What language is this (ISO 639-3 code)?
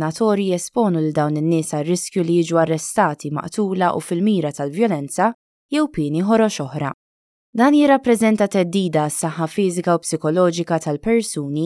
mlt